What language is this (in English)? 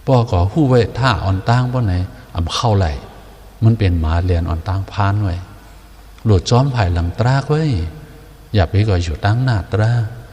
Shan